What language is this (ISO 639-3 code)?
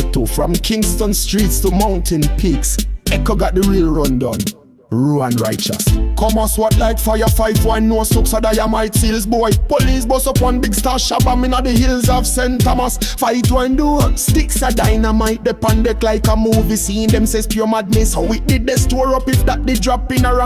jam